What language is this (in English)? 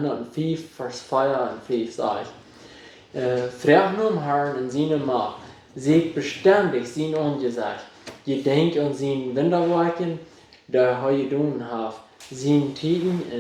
Plautdietsch